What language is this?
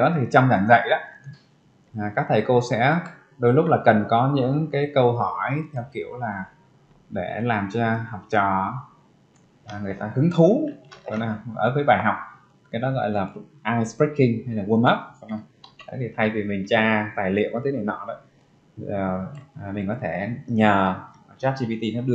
Vietnamese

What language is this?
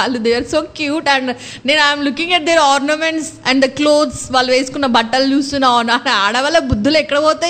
Telugu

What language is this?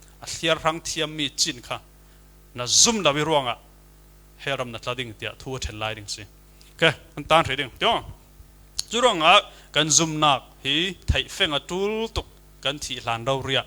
Falam Chin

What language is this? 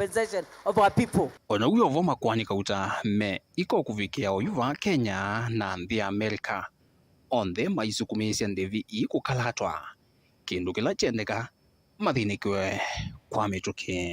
Kamba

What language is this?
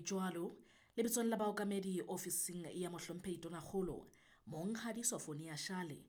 Southern Sotho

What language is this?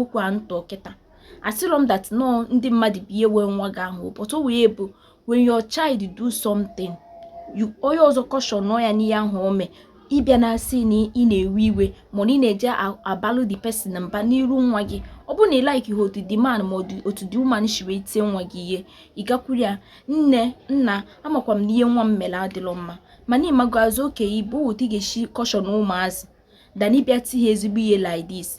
Igbo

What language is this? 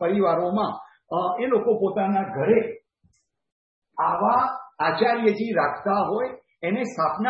Gujarati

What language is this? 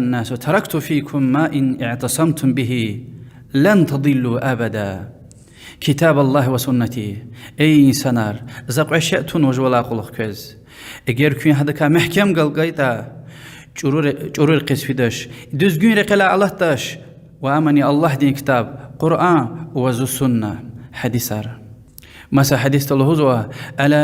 Lezghian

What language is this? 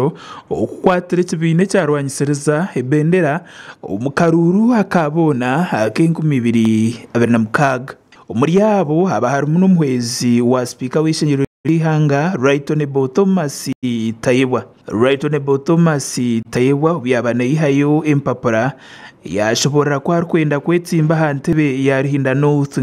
Nyankole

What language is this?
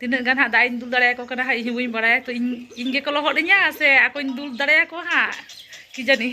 Santali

